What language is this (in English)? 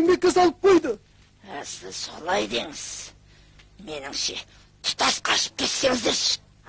Kazakh